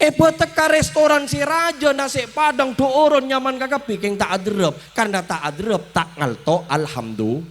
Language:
Madurese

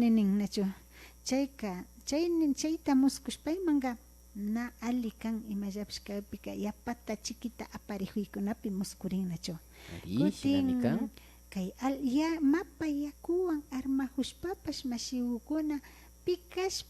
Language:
Imbabura Highland Quichua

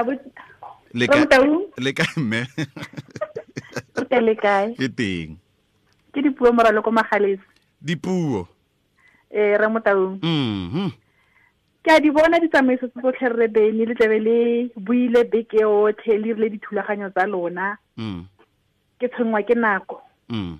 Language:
Tswana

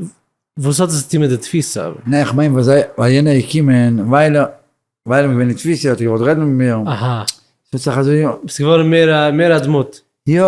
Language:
Yiddish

